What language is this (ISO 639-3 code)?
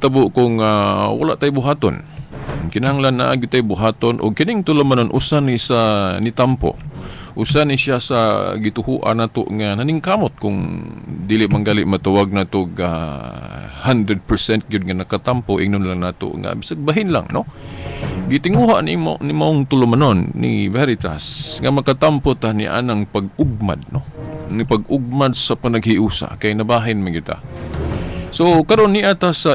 ceb